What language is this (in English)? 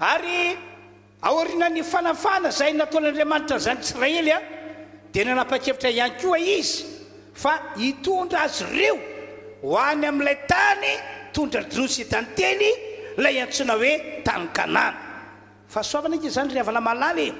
Malagasy